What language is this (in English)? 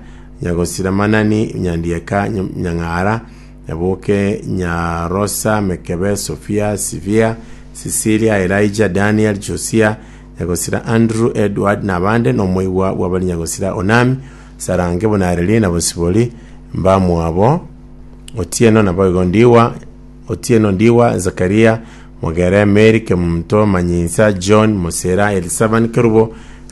Gusii